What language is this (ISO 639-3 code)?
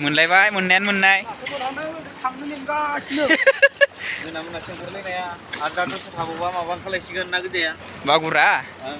brx